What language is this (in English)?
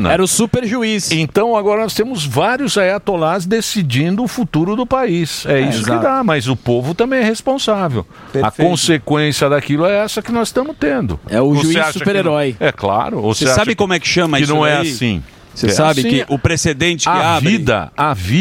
Portuguese